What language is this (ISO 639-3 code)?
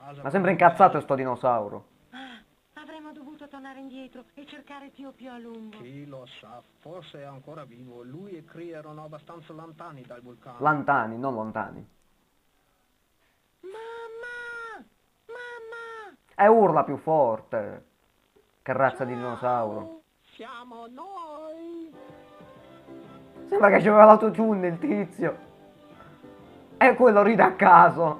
ita